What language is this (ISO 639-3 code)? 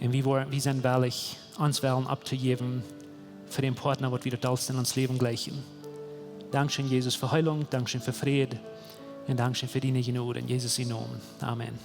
pdt